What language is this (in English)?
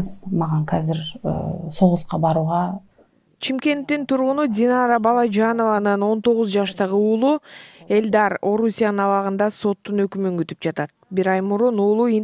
Kyrgyz